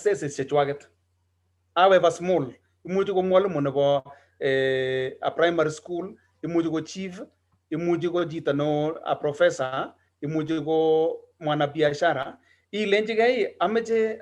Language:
Kalenjin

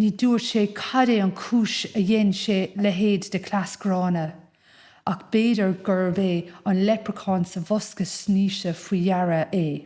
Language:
Irish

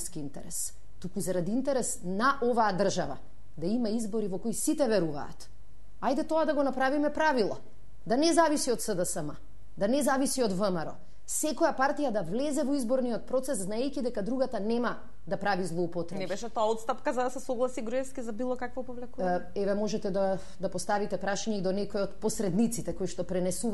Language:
Macedonian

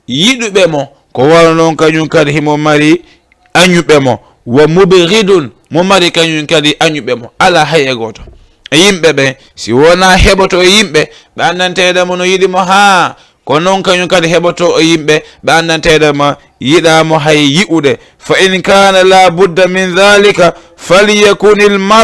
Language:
Fula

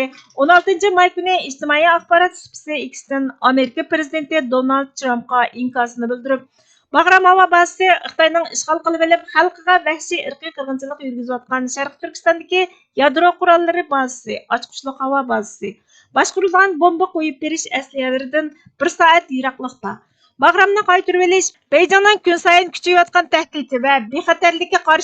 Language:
Uyghur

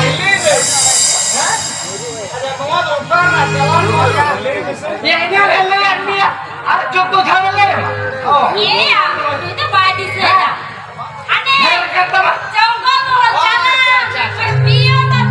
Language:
Santali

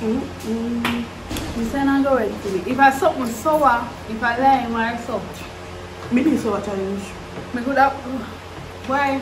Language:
Jamaican Creole English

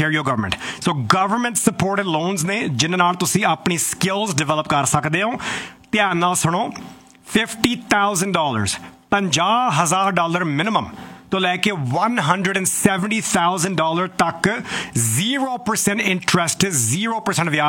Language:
Punjabi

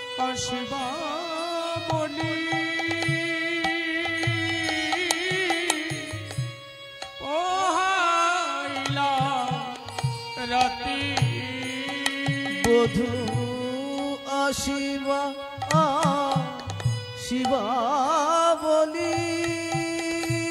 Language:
Bangla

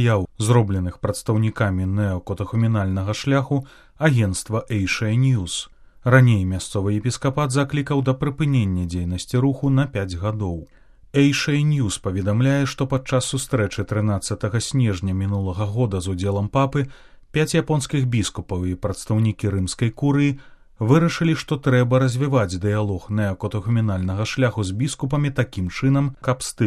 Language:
Belarusian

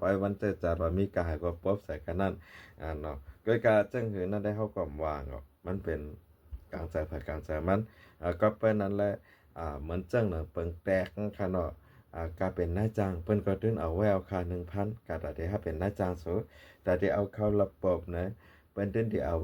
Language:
Shan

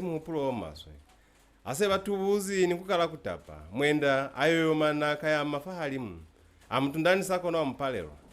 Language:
Lozi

